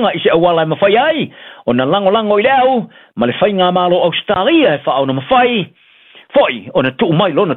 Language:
Samoan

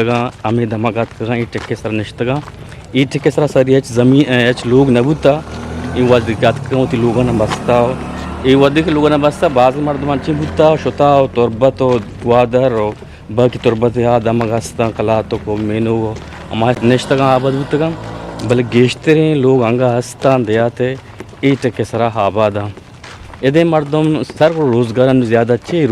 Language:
Eastern Balochi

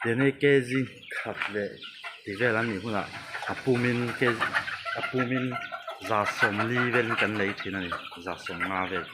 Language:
Mizo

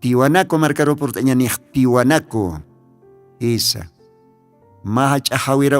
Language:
Aymara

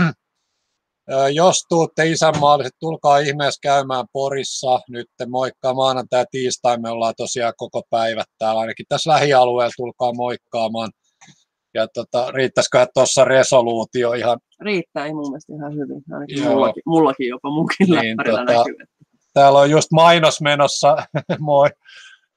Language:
Finnish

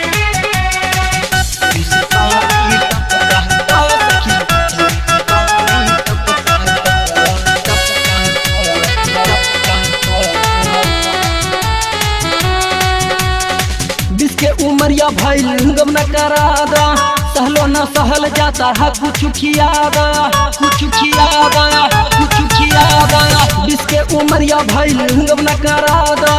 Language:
Bhojpuri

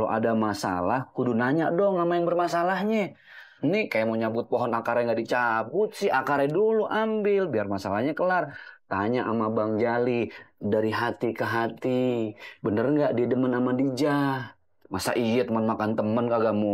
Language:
Betawi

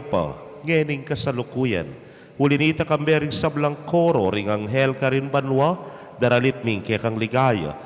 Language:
Pampanga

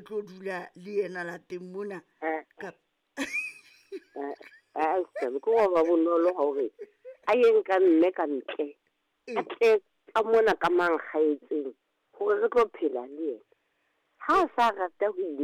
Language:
Southern Sotho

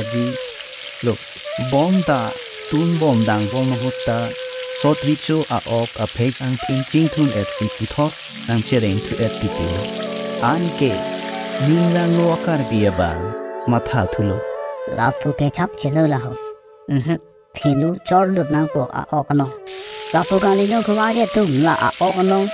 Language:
Karbi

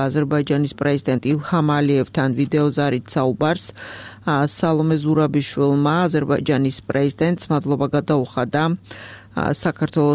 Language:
Georgian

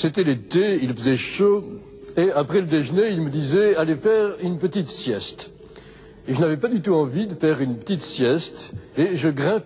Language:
French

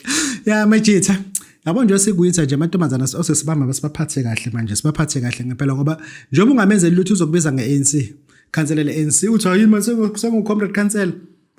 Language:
Zulu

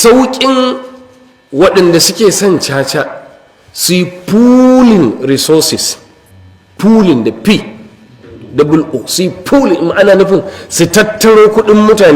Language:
Hausa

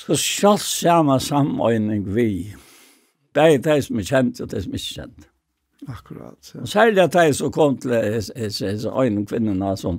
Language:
Faroese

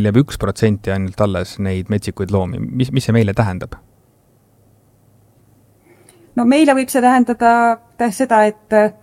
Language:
Estonian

